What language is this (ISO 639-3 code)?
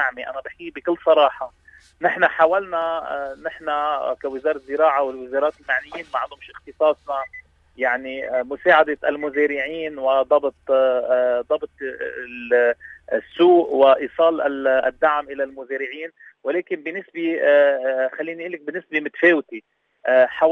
apc